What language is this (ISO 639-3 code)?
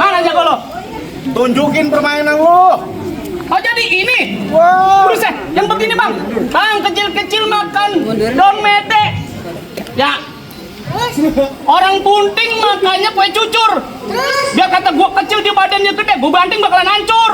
bew